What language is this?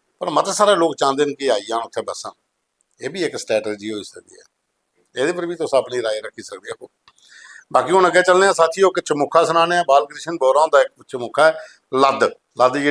Dogri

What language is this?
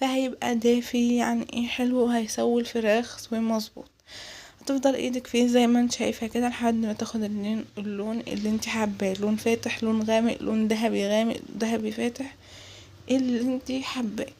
Egyptian Arabic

